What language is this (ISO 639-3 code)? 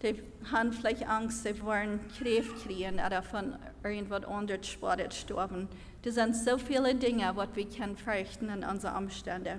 pdt